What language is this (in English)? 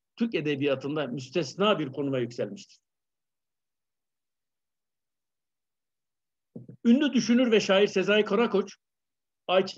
Turkish